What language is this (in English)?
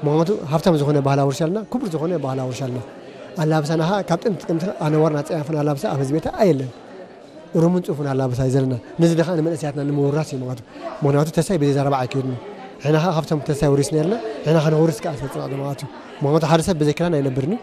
Tigrinya